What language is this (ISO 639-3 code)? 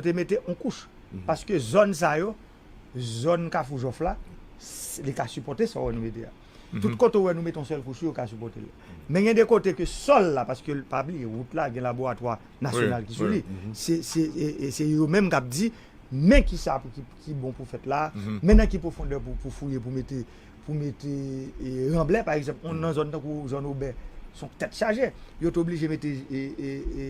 hat